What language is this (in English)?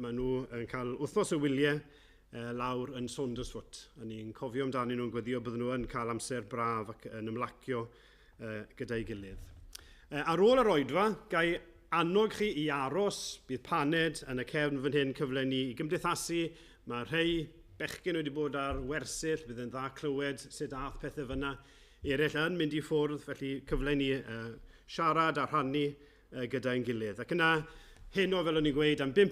Welsh